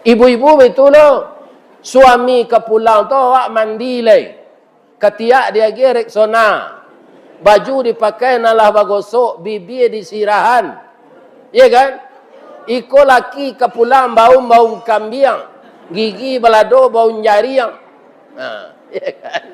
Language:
Minangkabau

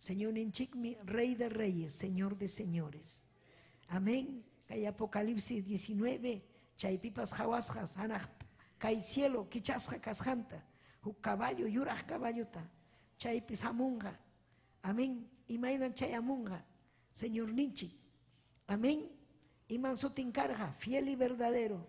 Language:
Ayacucho Quechua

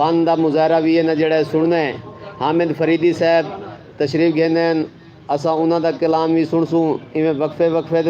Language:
Saraiki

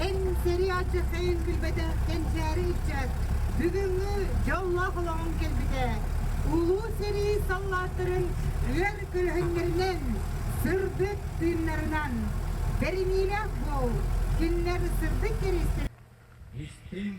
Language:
Yakut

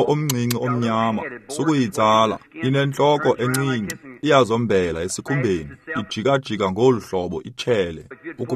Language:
Xhosa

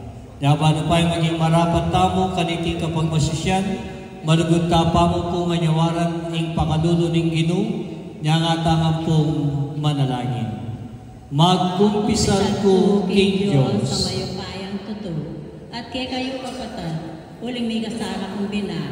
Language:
Pampanga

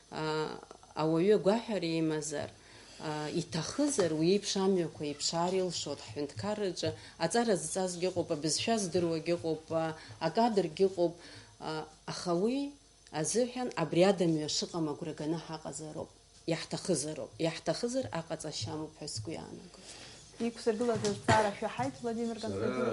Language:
Abkhazian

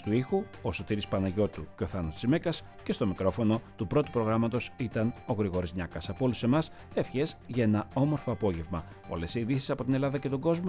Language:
Greek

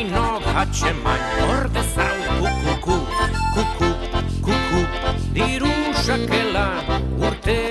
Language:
Basque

